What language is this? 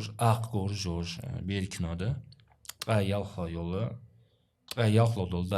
Ingush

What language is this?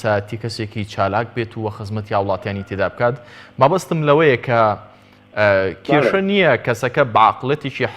Central Kurdish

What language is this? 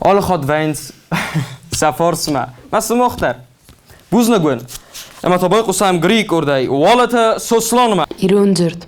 Ossetic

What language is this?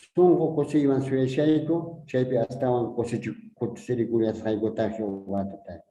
Quechua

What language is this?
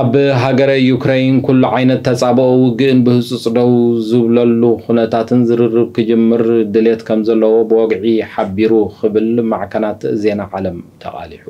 Tigrinya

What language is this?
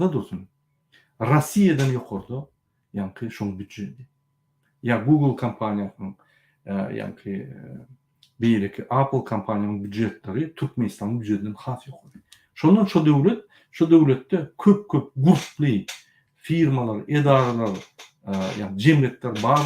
Turkmen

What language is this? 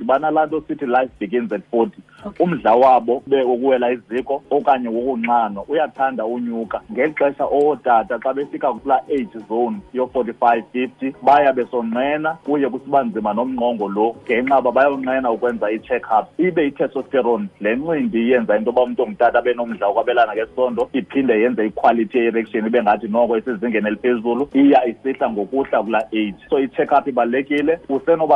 Xhosa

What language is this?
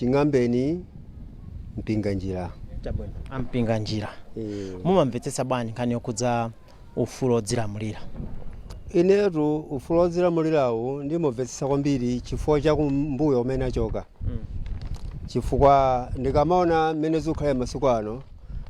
Nyanja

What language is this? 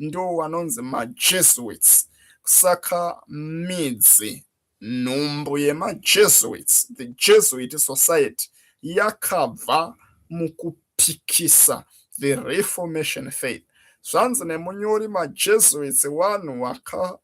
Shona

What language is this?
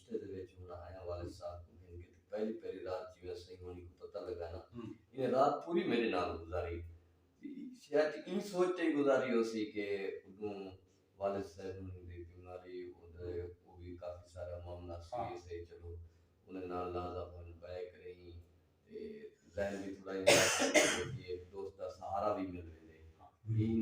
Saraiki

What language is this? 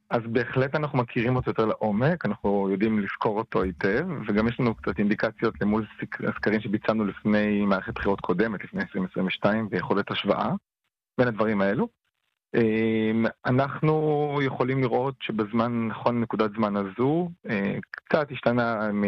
Hebrew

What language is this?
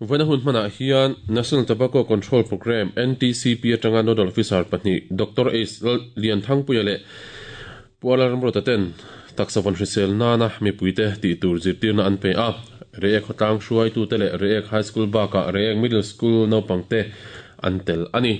Mizo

